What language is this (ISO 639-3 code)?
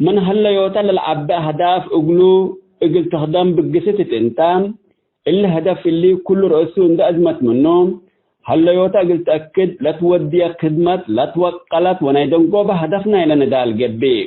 tig